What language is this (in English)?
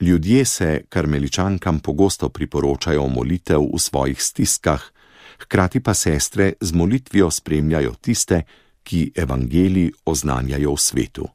Slovenian